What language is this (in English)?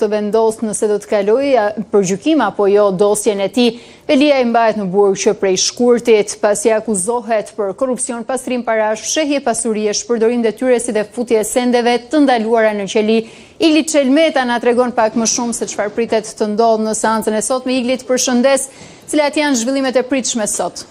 Albanian